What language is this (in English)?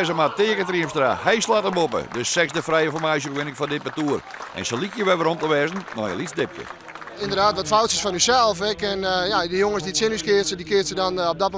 Western Frisian